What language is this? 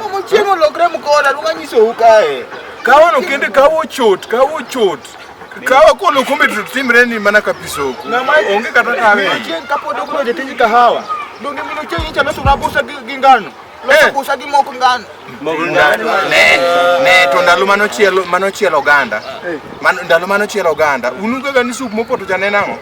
Luo (Kenya and Tanzania)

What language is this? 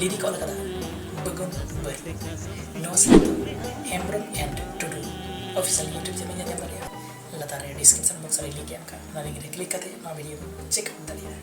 Santali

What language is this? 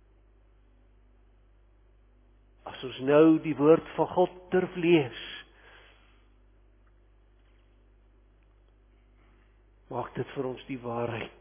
Afrikaans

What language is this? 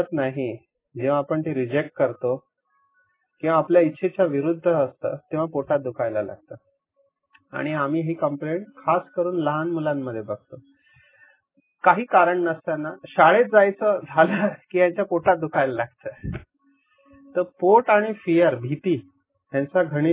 Marathi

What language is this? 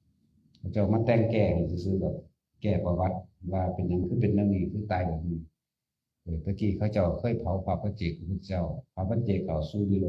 Northeastern Thai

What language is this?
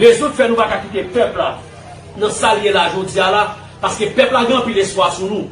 Haitian Creole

